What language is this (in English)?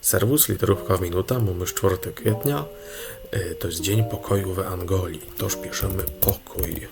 Silesian